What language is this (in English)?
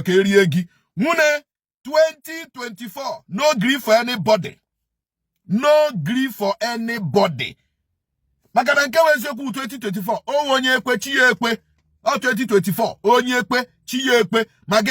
Igbo